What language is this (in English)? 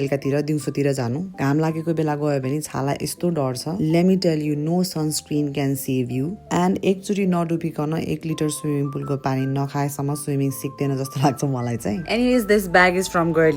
Nepali